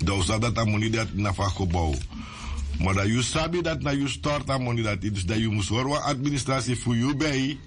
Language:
Sranan Tongo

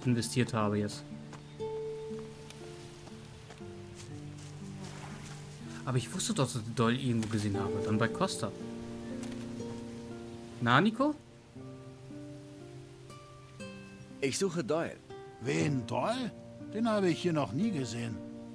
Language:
German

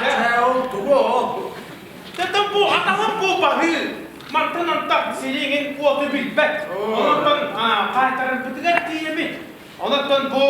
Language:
Yakut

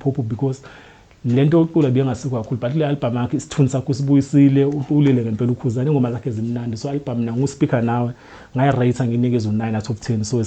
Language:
Zulu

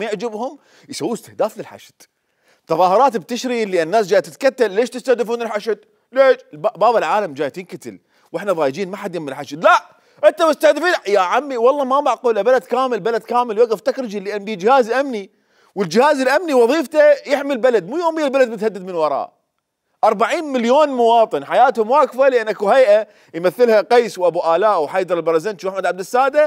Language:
Mesopotamian Arabic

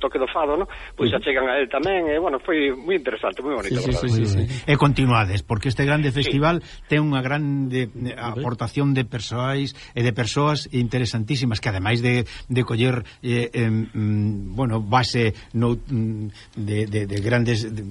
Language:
Galician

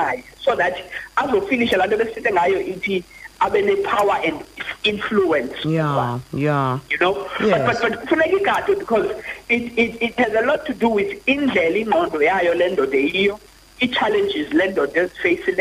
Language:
Xhosa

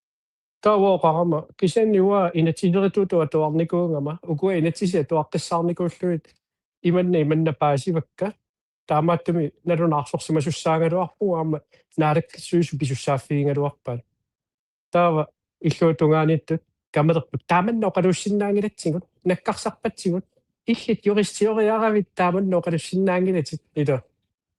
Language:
Kalaallisut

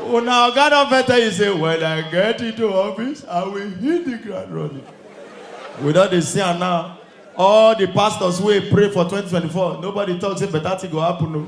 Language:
Nigerian Pidgin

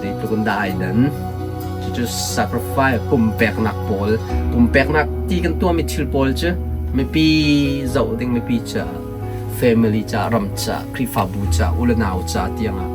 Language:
Hakha Chin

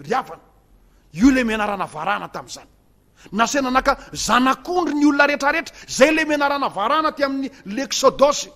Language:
Malagasy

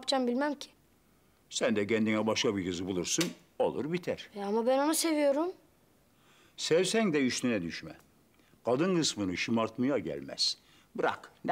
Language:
Turkish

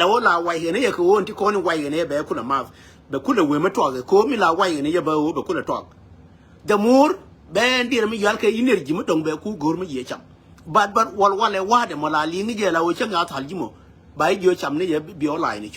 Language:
Nuer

